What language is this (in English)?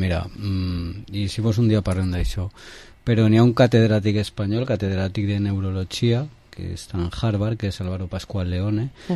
Catalan